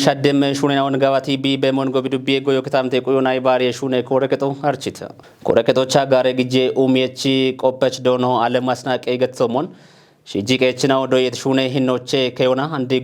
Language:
Kafa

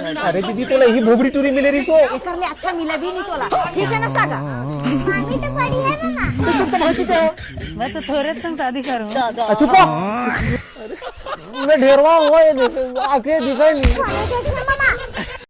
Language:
Chhattisgarhi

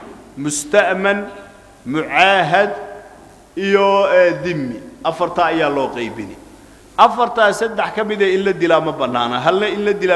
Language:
Somali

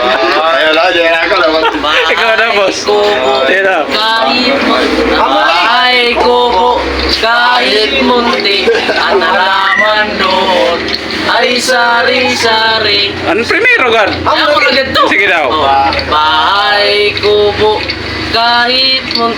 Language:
Waray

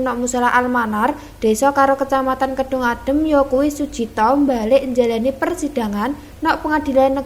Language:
Javanese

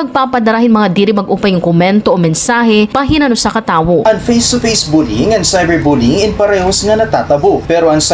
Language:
Waray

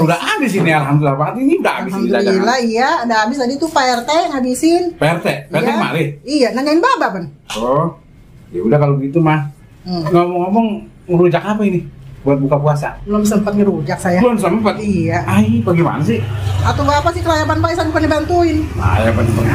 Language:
Betawi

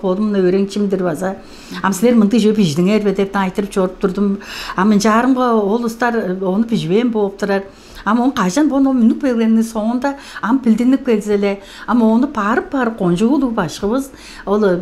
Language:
Tuvinian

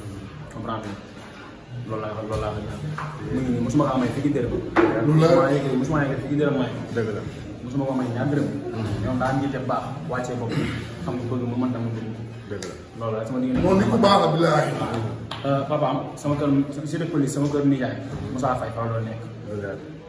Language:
Wolof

